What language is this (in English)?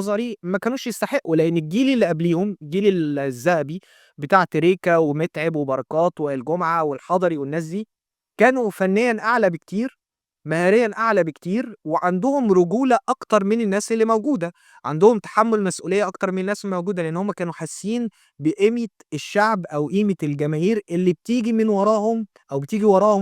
Egyptian Arabic